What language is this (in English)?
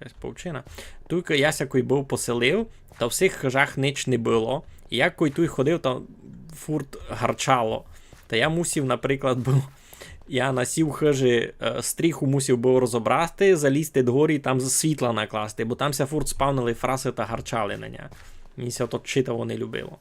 Rusyn